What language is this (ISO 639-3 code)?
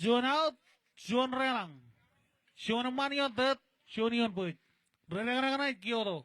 mah